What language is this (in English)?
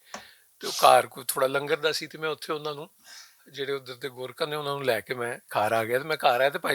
Western Panjabi